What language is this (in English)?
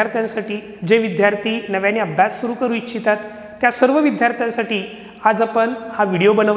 Marathi